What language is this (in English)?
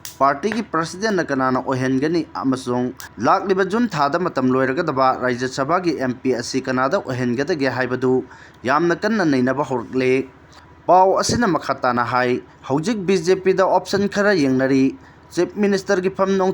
Manipuri